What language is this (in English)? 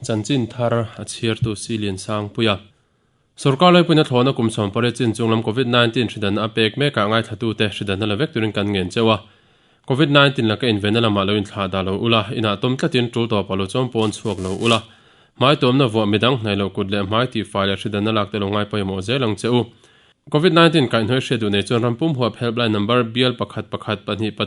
Mizo